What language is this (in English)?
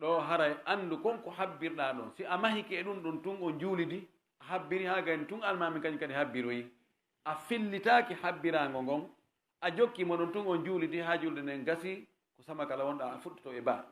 Fula